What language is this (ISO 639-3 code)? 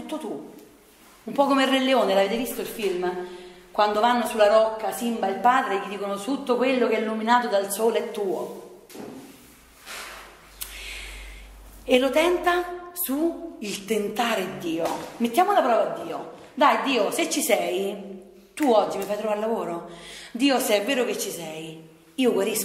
ita